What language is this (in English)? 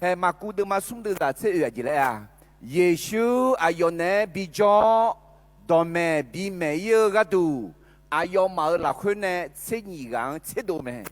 Akha